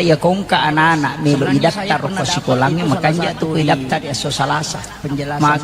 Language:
Buginese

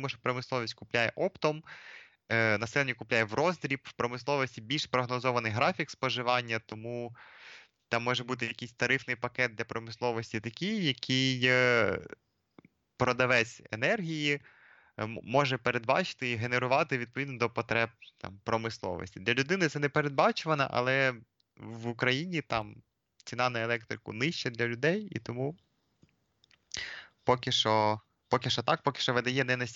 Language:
Ukrainian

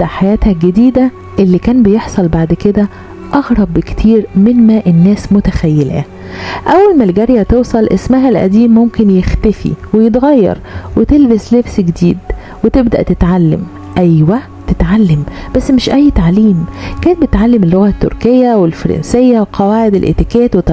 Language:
Egyptian Arabic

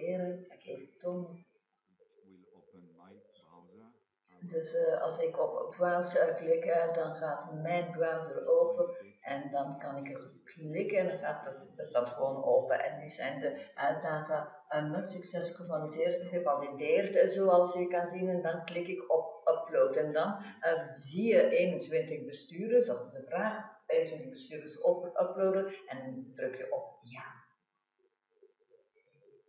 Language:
Dutch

